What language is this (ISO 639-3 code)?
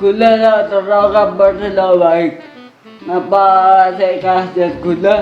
mad